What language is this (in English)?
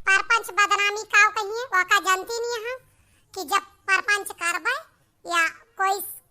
Awadhi